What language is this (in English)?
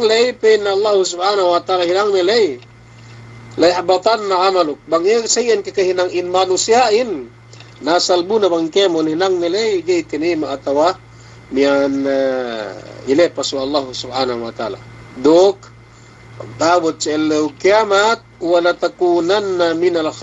Yakan